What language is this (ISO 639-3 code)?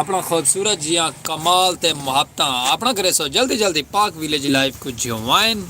skr